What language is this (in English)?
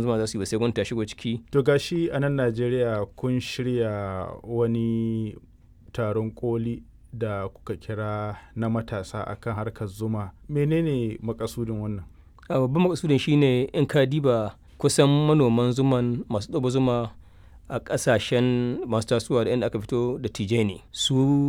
Hausa